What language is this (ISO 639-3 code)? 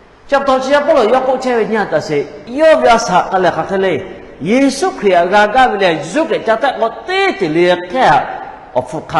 lhu